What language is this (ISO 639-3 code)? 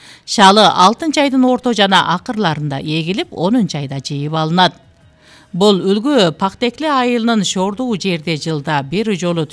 kir